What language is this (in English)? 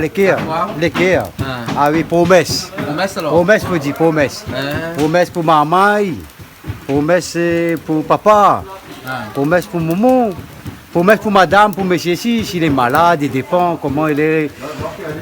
Réunion Creole French